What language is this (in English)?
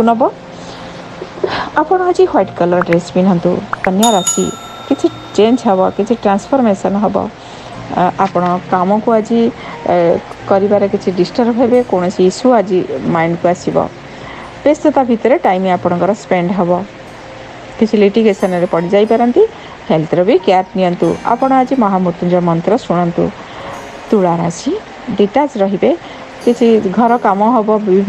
Odia